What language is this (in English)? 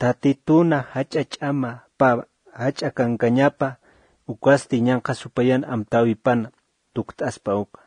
Aymara